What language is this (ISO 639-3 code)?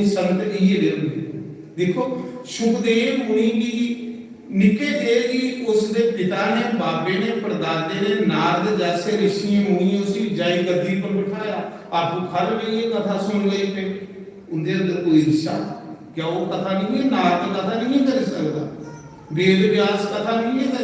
doi